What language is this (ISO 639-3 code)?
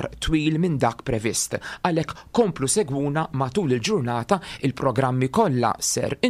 mlt